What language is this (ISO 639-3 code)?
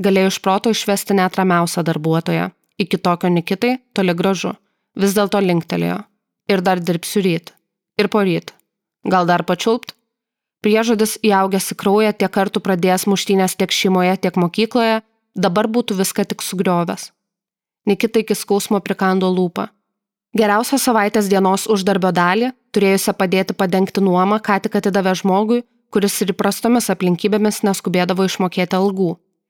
lit